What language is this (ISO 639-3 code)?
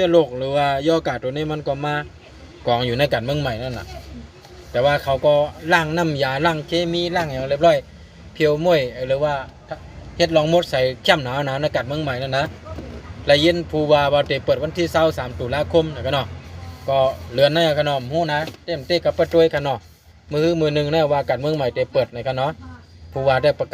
shn